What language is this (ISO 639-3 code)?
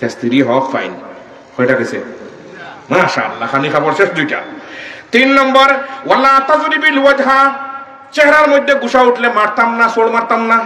syl